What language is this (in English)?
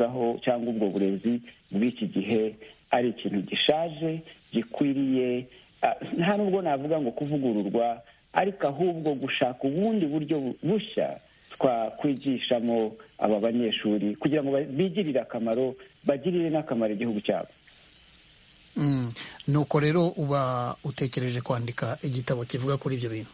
Kinyarwanda